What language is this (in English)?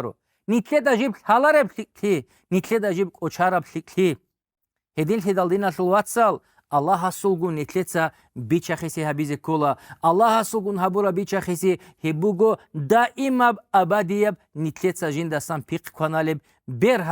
Avaric